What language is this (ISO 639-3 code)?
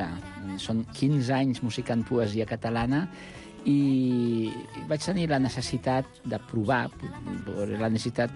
cat